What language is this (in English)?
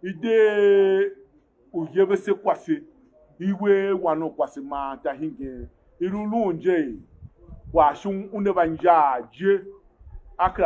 Tiv